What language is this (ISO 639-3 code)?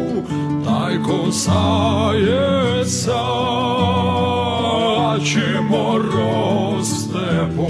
ukr